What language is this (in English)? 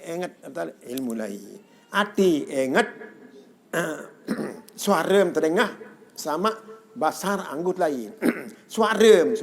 Sasak